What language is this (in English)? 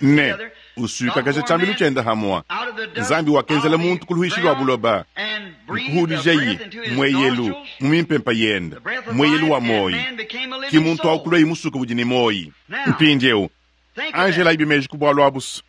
Luba-Lulua